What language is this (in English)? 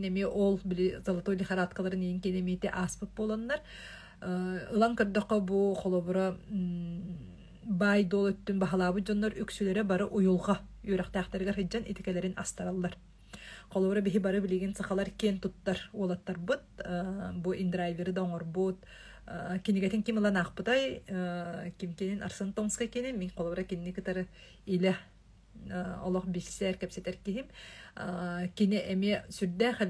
Yakut